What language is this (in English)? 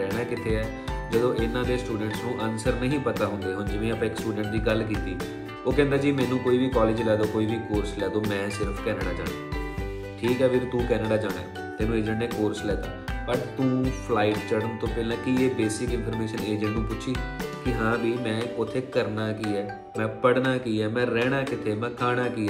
Punjabi